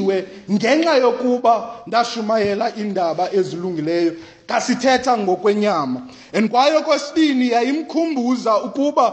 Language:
Xhosa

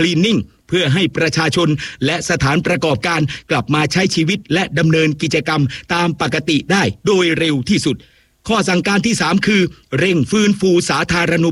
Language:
Thai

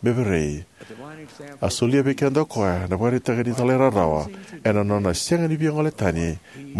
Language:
Fijian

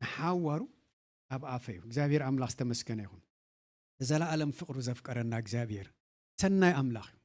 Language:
Tigrinya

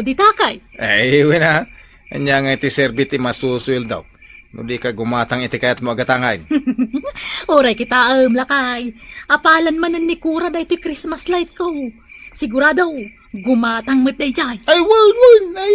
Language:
Iloko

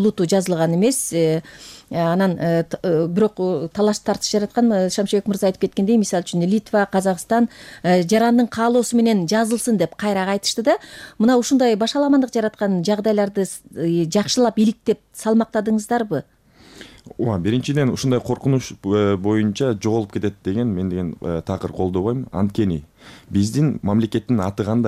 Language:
Kyrgyz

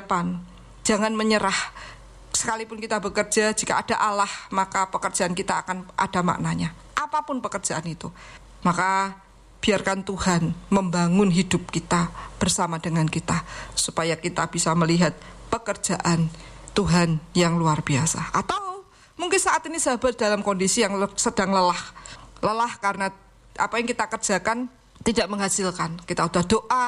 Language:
Indonesian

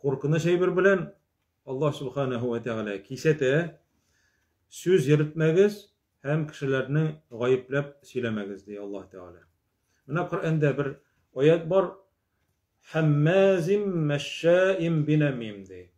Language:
Tatar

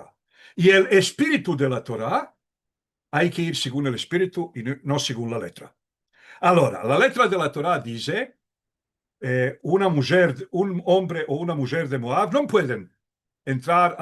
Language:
Ladino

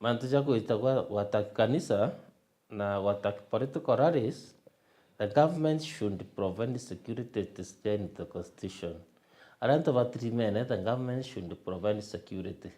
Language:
Meru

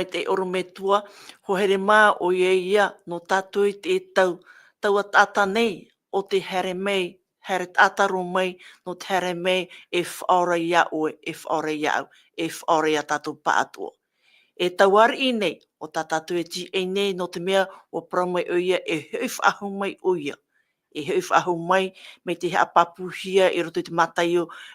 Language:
Tahitian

